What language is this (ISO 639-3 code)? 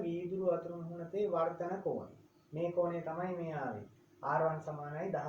sin